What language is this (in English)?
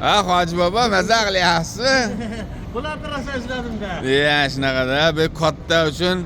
Uzbek